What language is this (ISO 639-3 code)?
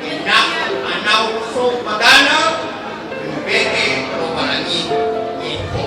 nia